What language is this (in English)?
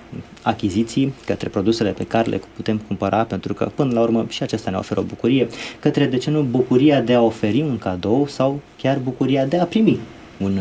Romanian